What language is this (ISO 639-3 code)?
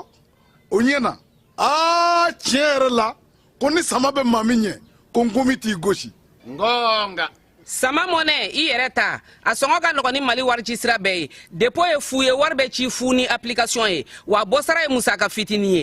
bam